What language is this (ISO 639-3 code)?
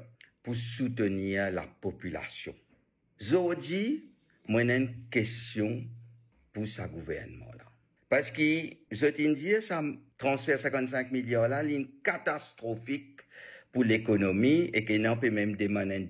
mfe